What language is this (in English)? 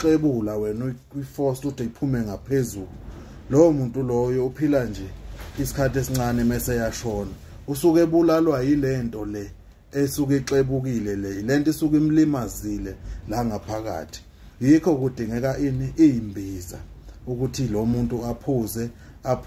Zulu